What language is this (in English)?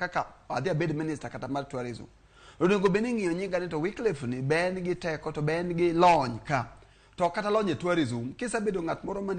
Luo (Kenya and Tanzania)